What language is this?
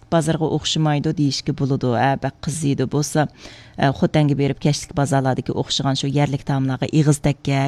Uyghur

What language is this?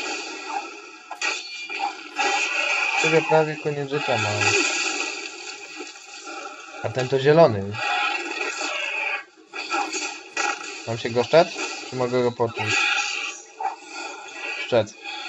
Polish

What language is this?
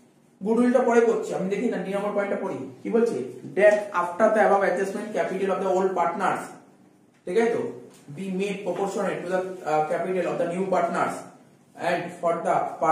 Bangla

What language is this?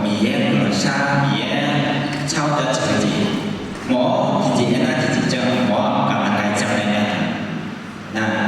Akha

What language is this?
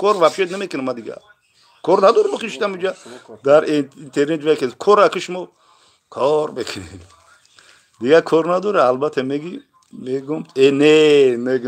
Tajik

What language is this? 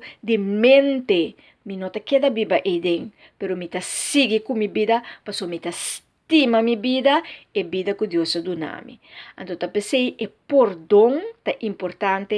Papiamento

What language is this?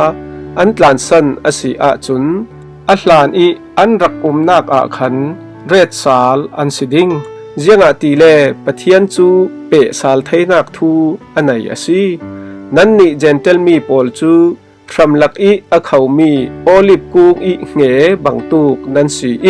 Falam Chin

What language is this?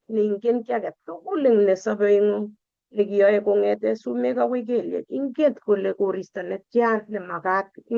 Kalenjin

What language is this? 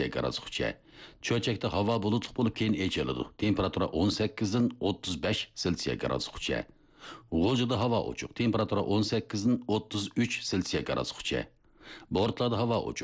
Uyghur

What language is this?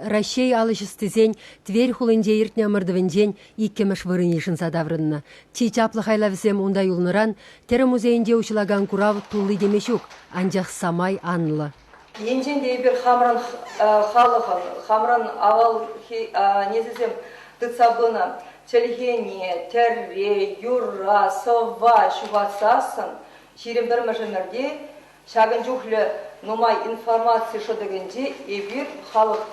Chuvash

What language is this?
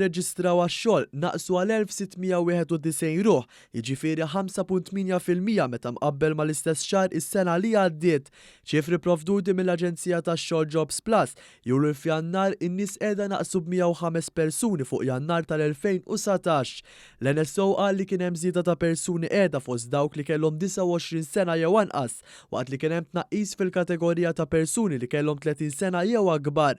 Maltese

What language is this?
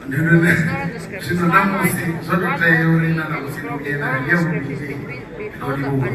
Venda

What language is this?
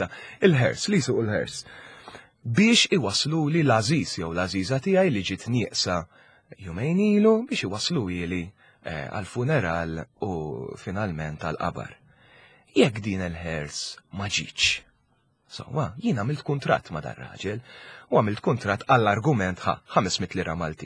Maltese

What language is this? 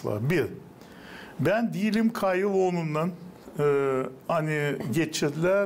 Gagauz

